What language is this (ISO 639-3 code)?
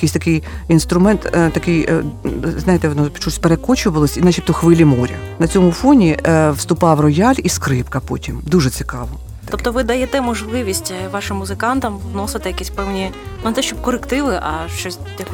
ukr